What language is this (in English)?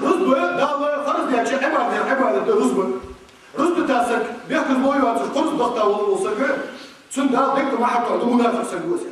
Ingush